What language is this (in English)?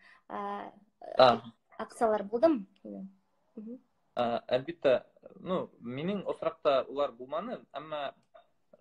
Bashkir